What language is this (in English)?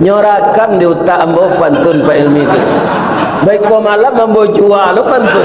Minangkabau